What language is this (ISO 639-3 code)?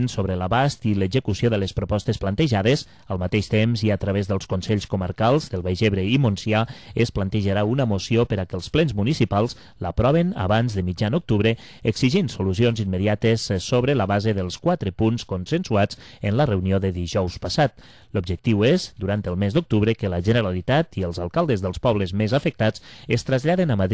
cat